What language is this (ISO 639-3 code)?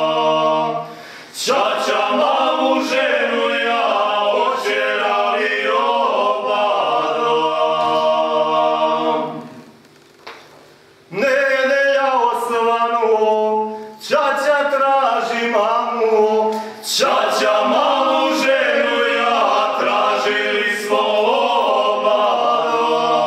srp